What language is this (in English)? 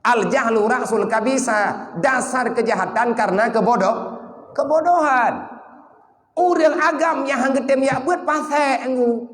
Achinese